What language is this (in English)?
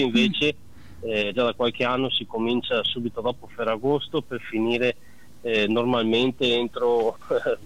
Italian